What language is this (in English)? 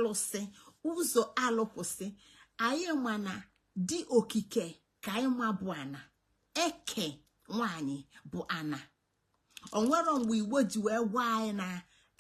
Igbo